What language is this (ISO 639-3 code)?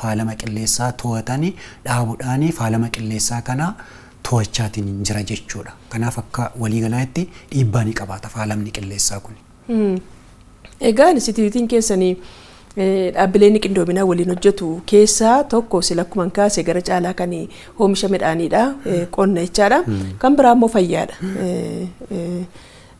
orm